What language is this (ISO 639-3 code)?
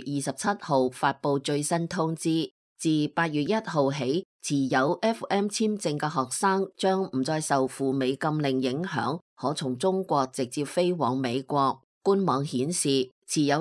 yue